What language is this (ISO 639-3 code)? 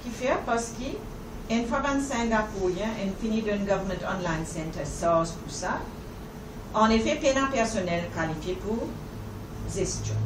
mfe